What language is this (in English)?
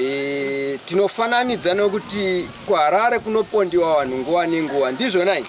Shona